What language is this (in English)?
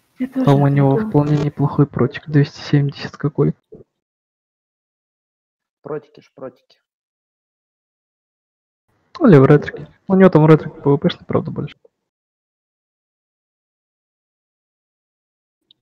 Russian